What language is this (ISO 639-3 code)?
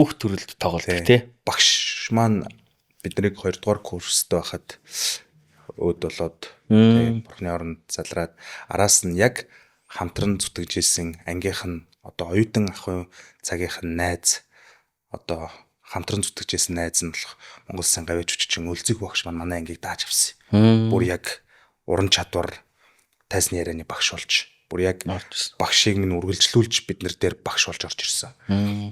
mon